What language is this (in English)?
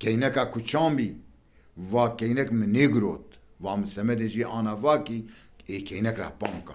Zaza